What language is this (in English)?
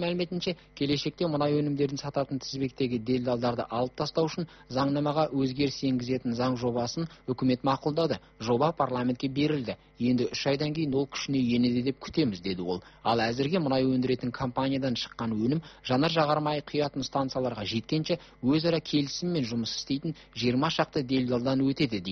Kazakh